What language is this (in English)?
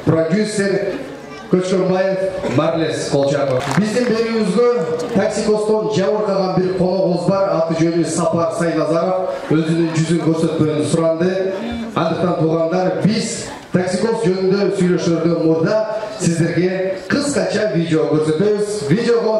Kyrgyz